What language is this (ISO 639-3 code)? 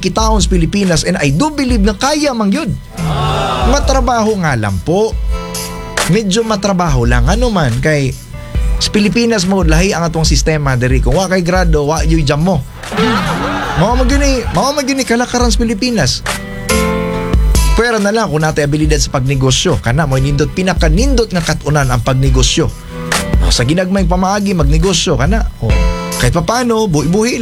ceb